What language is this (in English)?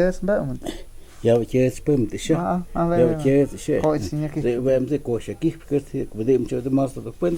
Totontepec Mixe